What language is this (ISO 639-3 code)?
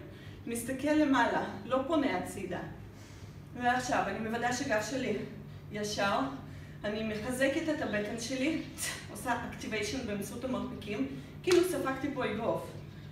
heb